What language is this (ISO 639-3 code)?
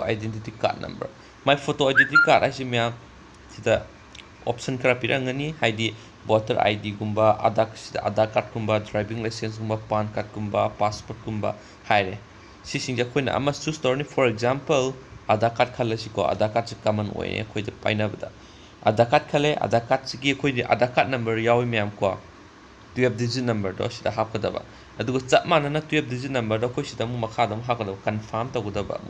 mni